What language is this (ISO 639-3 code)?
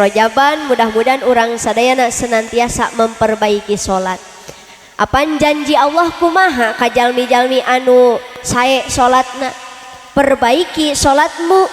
sun